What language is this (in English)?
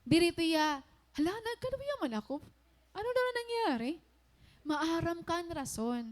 Waray